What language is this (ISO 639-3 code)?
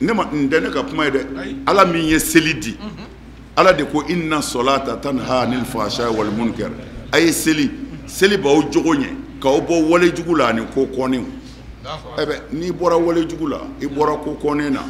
bam